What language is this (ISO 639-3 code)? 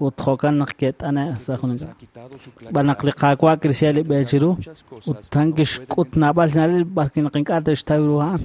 kek